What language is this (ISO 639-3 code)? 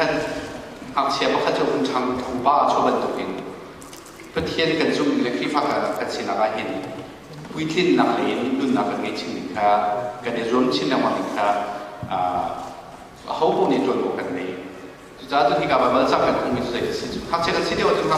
cnh